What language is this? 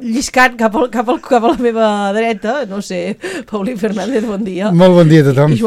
Catalan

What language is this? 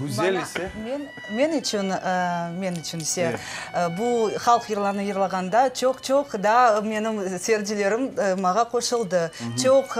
Crimean Tatar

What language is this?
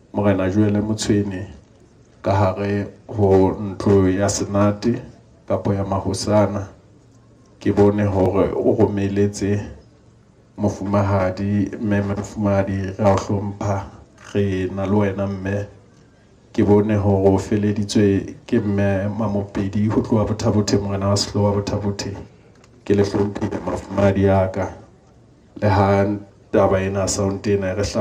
Southern Sotho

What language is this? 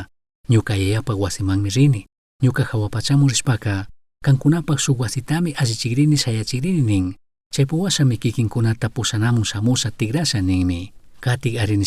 Chimborazo Highland Quichua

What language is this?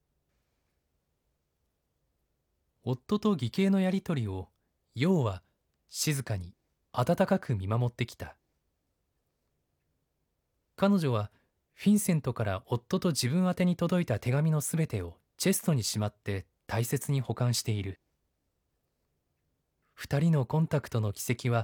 Japanese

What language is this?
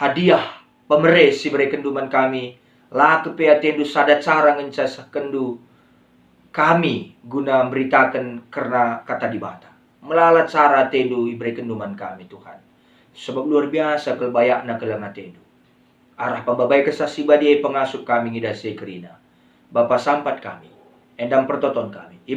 Batak Karo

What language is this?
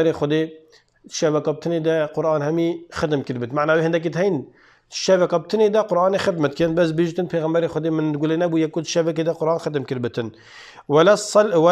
Kurdish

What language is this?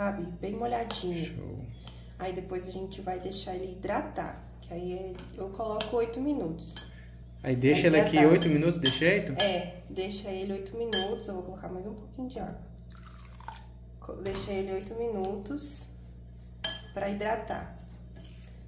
Portuguese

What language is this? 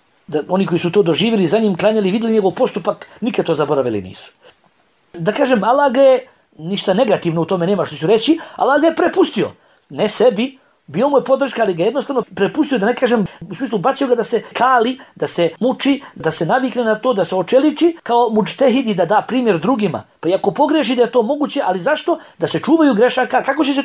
Bosnian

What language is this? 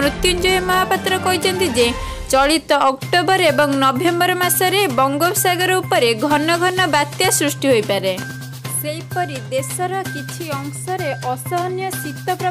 Odia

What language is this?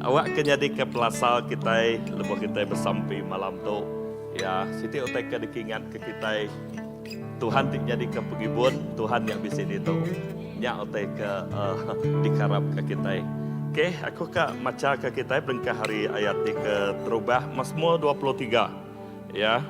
Iban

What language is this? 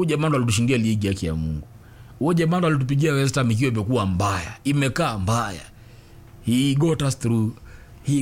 Swahili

